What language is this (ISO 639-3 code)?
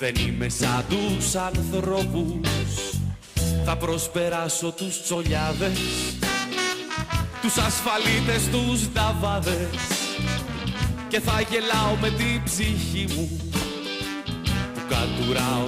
ell